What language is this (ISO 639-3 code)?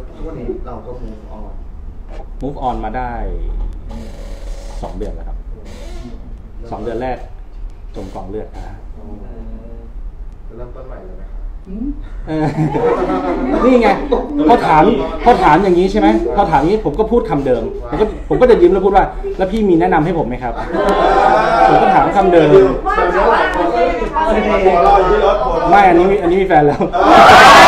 tha